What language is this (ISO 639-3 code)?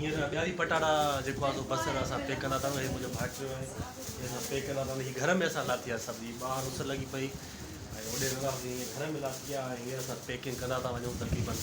snd